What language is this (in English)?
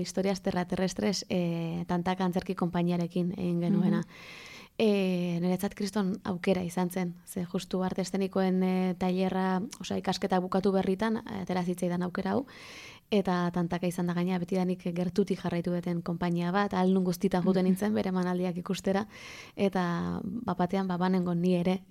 Basque